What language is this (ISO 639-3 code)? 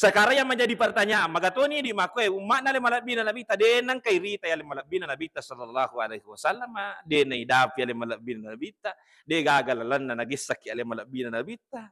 bug